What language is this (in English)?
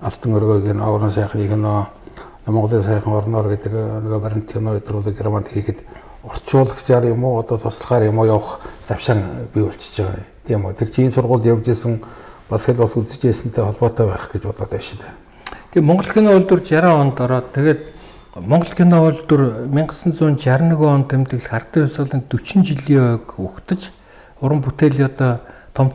Mongolian